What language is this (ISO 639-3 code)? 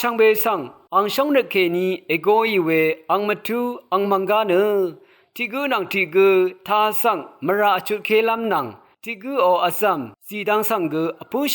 raw